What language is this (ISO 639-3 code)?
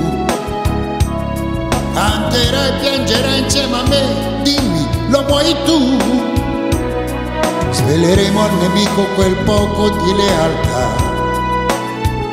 ita